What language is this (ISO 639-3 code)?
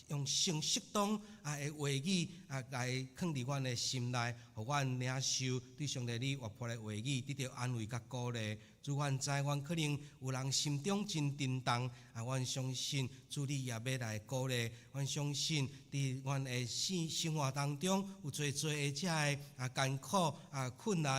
nan